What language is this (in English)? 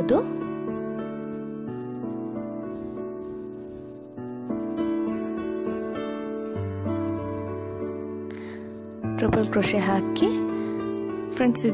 Kannada